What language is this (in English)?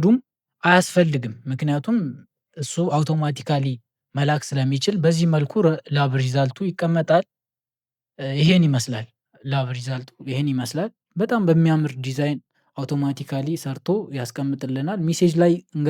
Amharic